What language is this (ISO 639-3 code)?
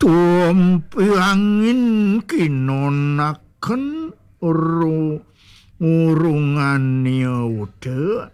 ban